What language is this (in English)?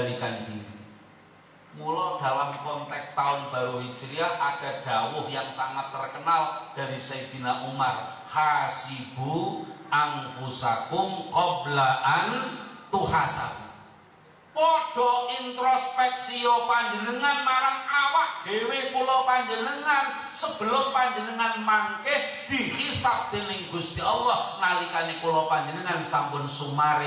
Javanese